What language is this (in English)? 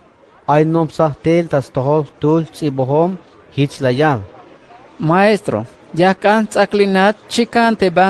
Tzeltal